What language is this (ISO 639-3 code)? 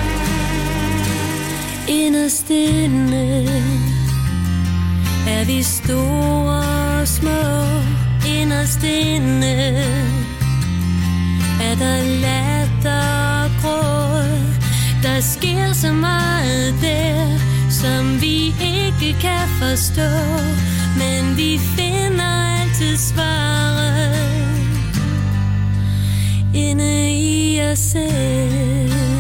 dan